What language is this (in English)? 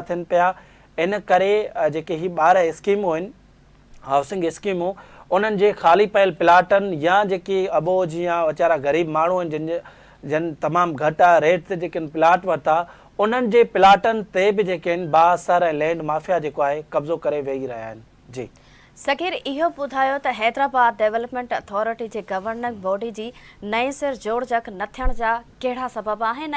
Sindhi